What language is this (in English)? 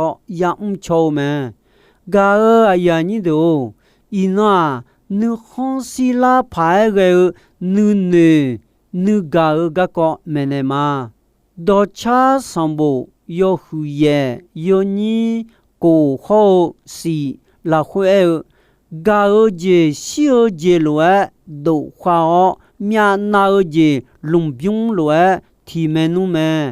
Akha